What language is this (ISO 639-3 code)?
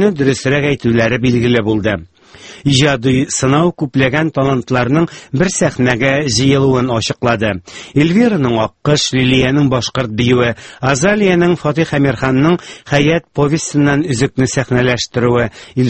tat